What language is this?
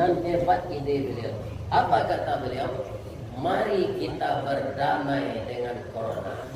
Minangkabau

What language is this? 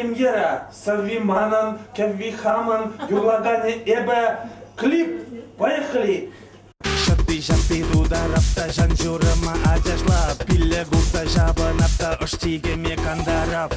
Chuvash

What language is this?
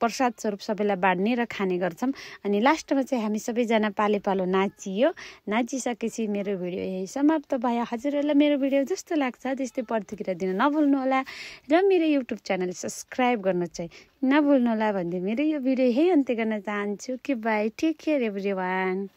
Nepali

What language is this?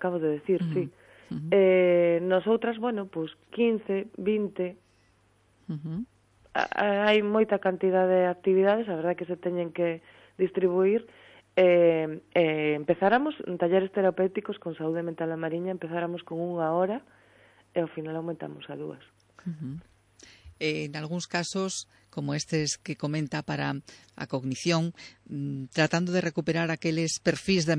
Galician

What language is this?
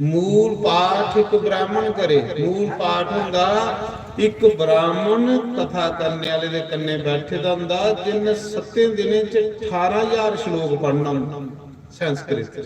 Dogri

